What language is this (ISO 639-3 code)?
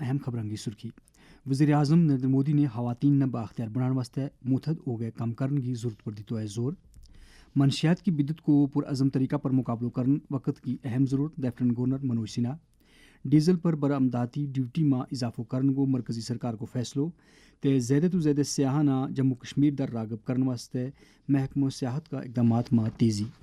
gju